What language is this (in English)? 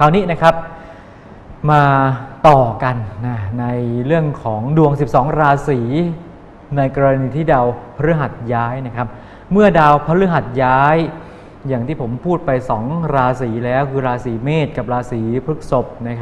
Thai